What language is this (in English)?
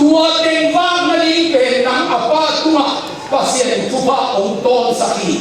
Tedim Chin